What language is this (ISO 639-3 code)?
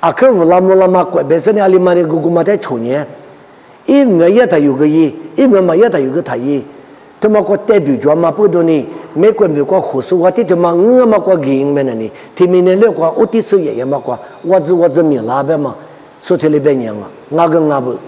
lis